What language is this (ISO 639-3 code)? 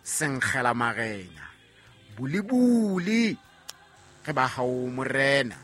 sot